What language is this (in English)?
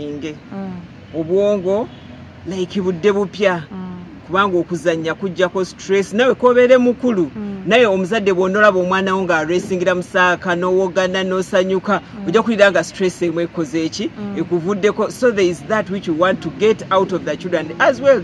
Ganda